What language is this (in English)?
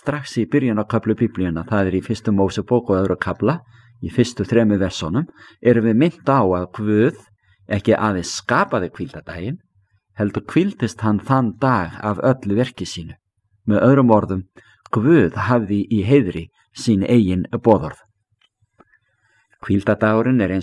Icelandic